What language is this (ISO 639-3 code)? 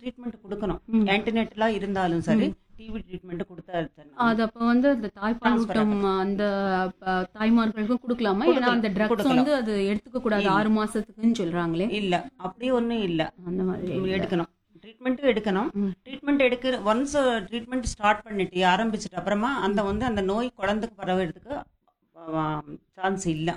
tam